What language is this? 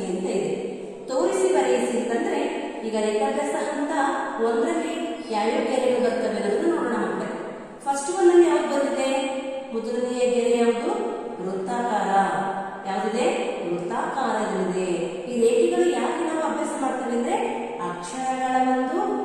Kannada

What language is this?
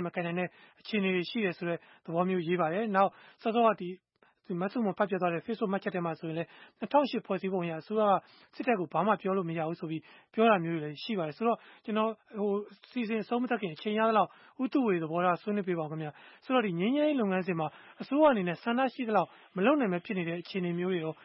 Burmese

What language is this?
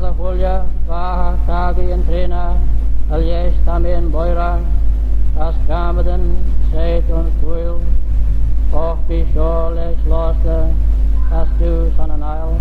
Manx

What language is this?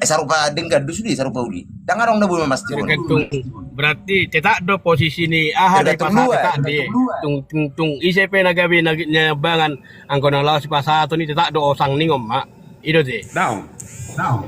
Batak Toba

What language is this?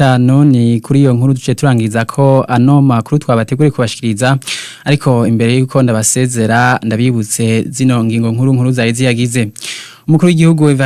Rundi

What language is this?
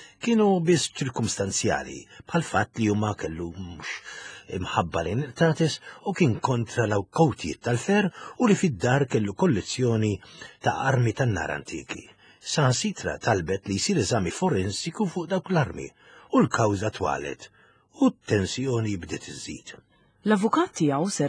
Maltese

